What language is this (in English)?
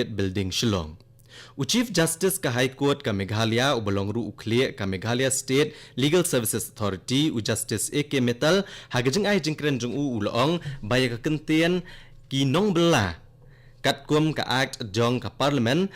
Khasi